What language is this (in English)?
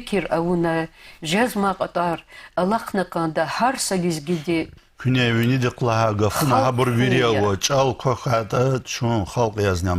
Lezghian